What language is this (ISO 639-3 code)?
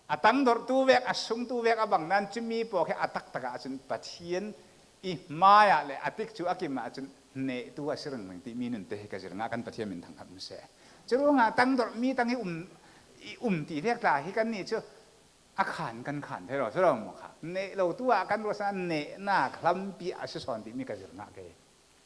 cfm